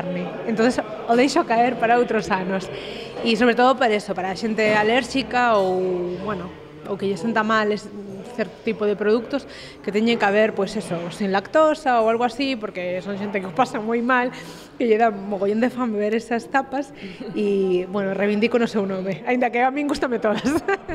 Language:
Galician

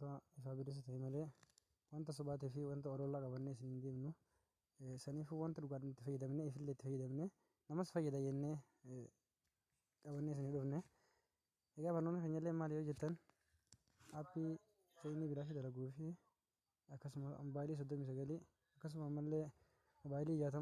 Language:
Oromo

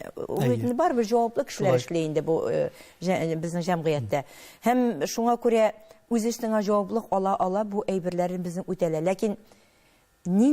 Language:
Tatar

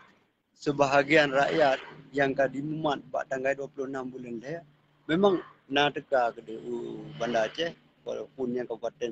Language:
Achinese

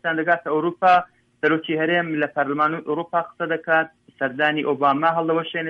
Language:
Central Kurdish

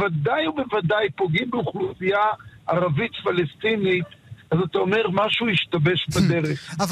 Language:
Hebrew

